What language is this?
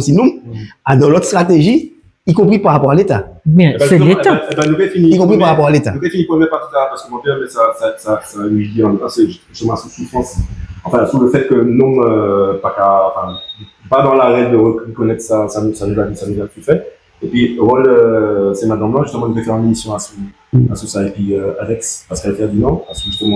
Guadeloupean Creole French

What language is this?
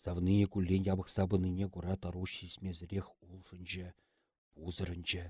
Chuvash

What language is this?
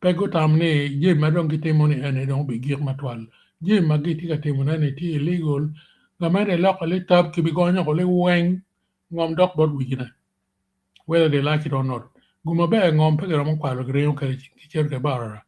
Acoli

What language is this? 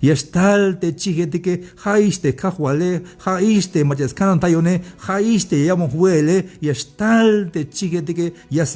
Tzeltal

